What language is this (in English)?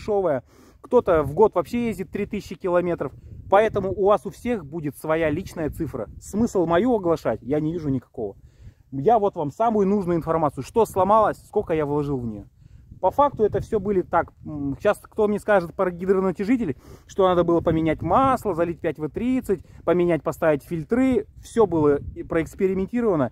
Russian